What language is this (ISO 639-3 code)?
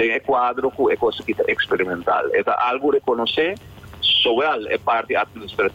pap